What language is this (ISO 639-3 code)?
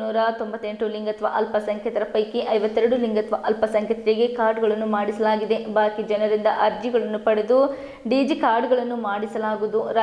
kan